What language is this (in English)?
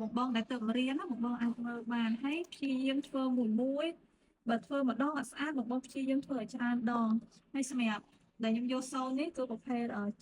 Khmer